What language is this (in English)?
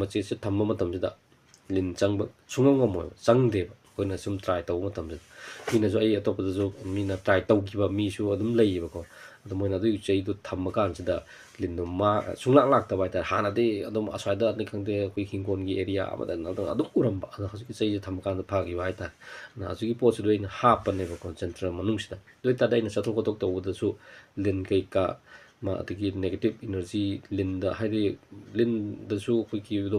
Manipuri